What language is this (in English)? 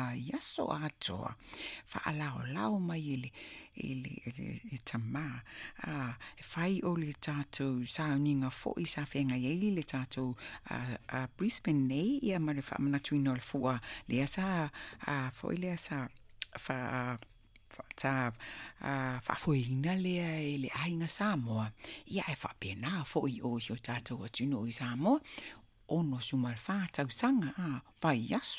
Samoan